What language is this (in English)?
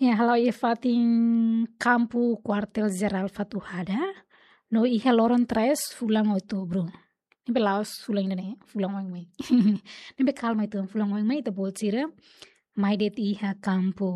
Tetum